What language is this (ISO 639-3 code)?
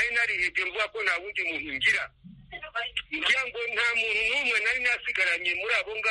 kin